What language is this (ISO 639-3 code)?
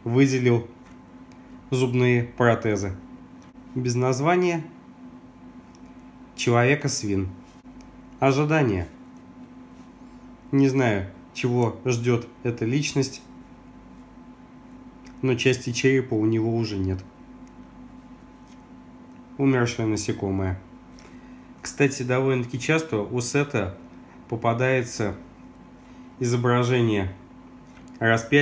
rus